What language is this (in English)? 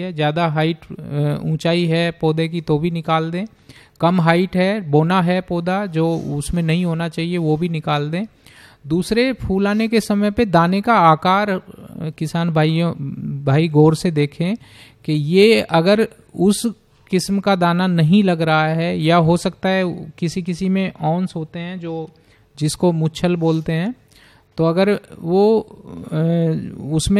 Hindi